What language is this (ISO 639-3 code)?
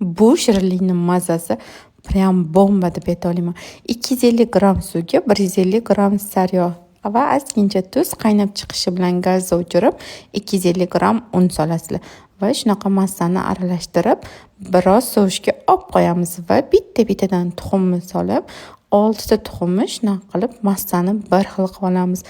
uzb